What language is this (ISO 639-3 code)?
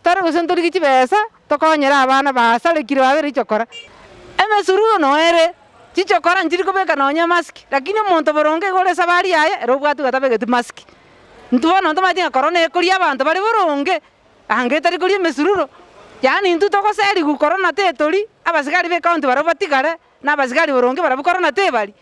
guz